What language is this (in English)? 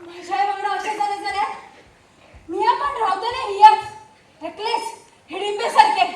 Konkani